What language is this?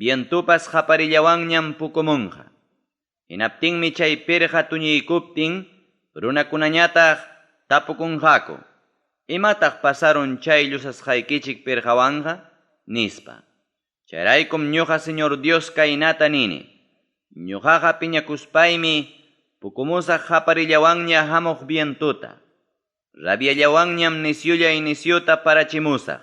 Ayacucho Quechua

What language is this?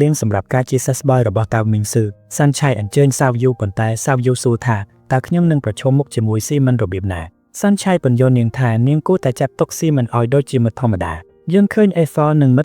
Khmer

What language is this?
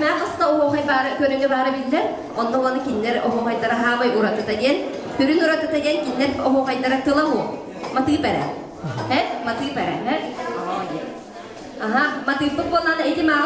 Yakut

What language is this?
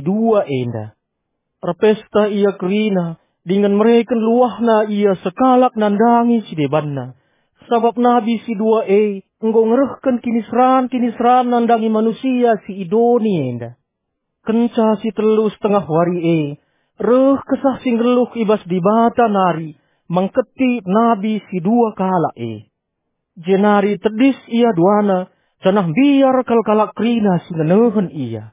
Batak Karo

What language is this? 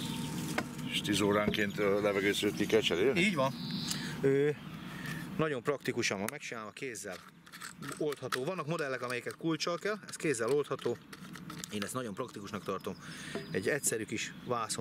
Hungarian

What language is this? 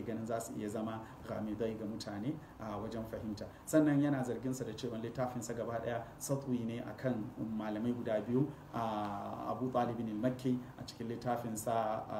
Hausa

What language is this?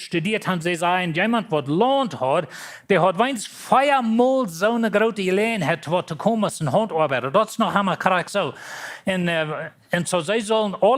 Plautdietsch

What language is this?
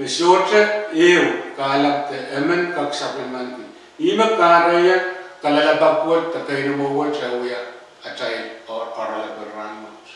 Pohnpeian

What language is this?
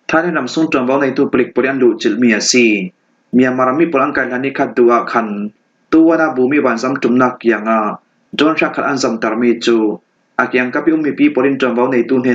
Falam Chin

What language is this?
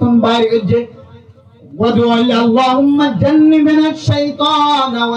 Rohingya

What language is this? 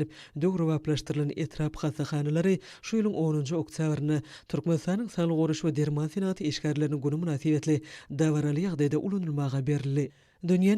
Turkmen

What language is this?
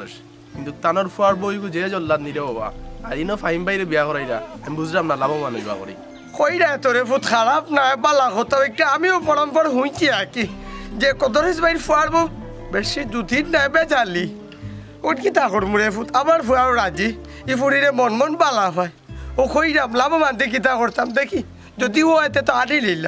Sylheti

